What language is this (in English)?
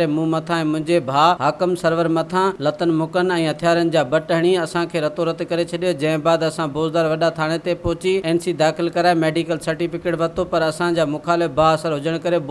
Sindhi